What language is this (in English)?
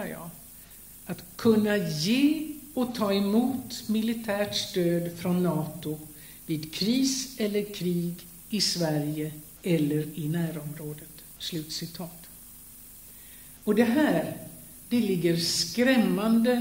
Swedish